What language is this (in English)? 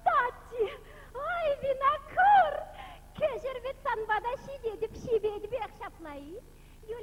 Chuvash